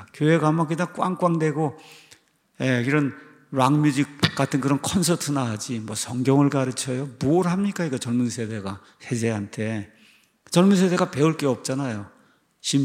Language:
Korean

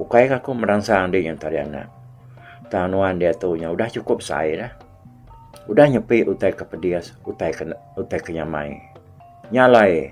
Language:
Iban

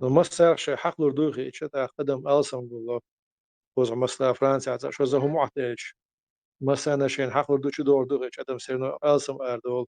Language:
Chechen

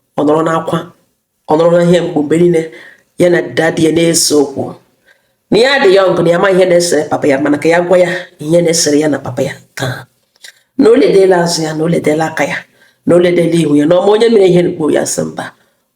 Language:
Igbo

